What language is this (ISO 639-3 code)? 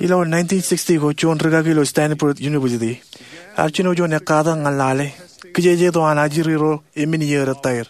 mah